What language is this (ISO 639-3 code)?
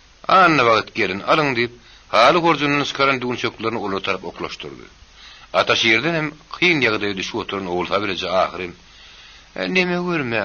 tuk